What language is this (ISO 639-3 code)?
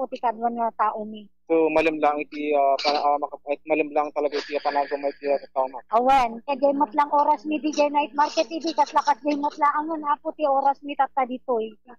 ilo